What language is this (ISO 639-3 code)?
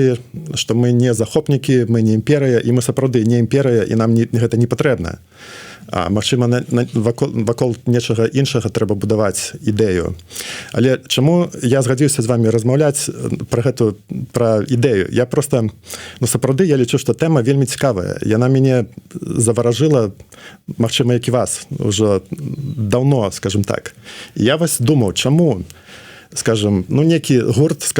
bel